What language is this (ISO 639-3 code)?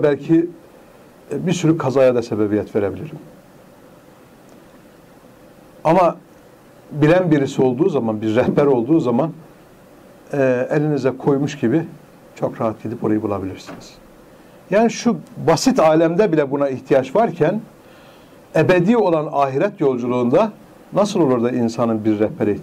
tur